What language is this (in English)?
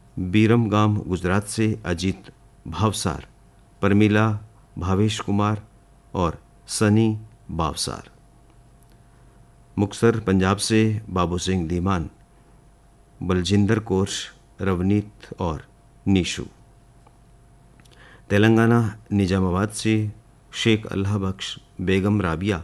Hindi